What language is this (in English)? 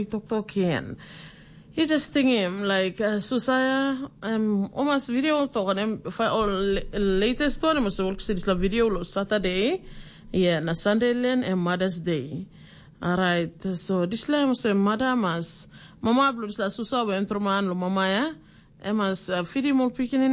Tok Pisin